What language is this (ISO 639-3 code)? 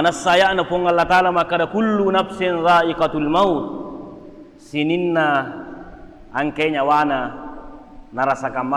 bug